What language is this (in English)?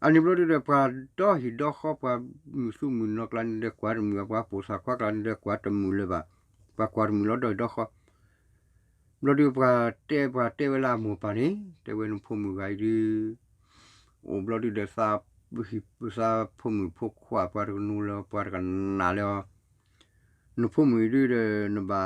S'gaw Karen